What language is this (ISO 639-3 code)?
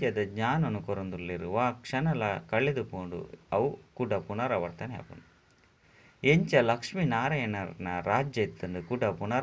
tcy